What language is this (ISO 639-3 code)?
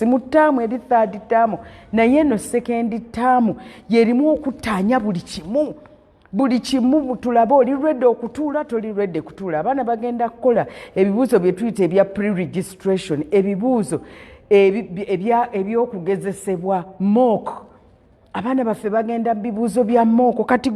lug